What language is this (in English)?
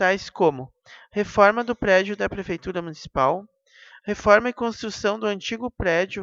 Portuguese